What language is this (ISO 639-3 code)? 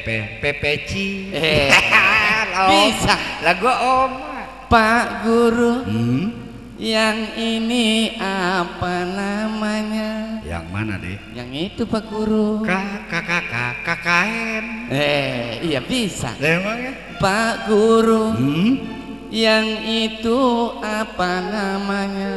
bew